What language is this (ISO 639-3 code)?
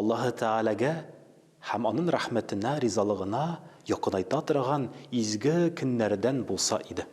tat